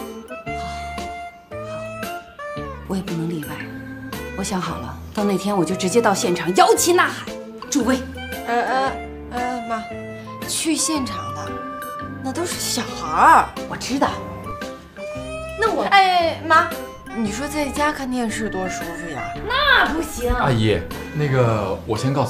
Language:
Chinese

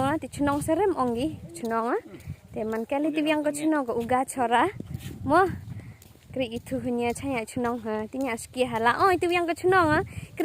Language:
Khasi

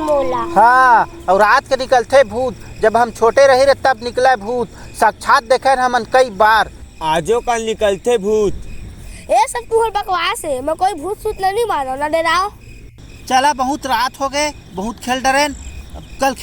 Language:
Chhattisgarhi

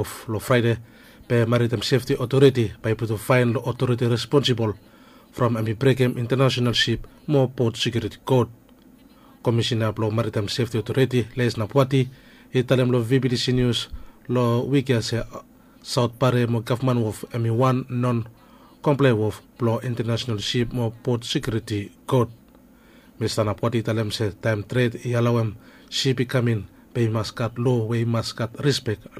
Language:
Bislama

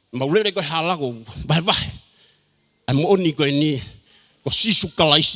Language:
Tongan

